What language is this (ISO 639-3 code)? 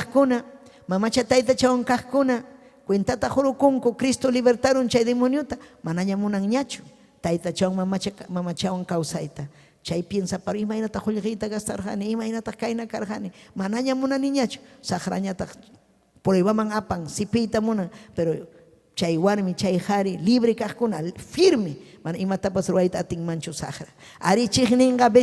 quy